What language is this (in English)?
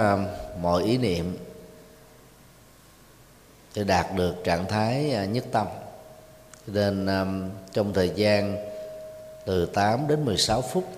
Vietnamese